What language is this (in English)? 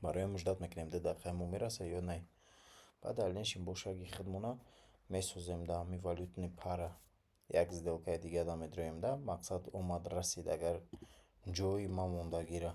Tajik